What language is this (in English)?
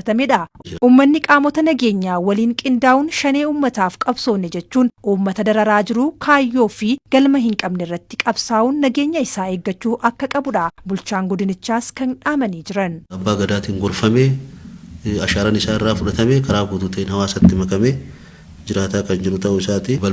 Oromo